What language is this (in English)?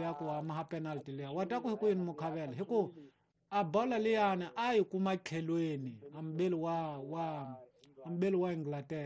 Tsonga